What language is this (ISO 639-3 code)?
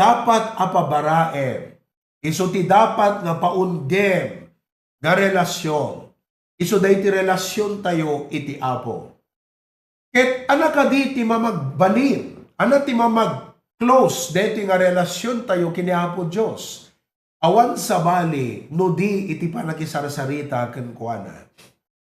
ilo